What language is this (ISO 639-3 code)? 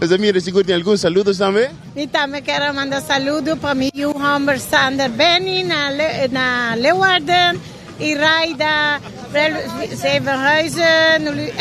pap